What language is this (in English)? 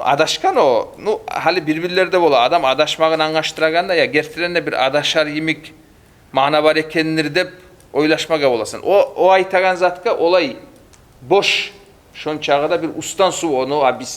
Kumyk